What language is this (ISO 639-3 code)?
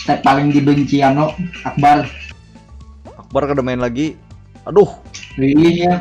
bjn